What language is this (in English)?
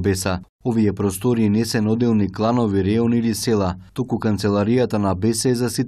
Macedonian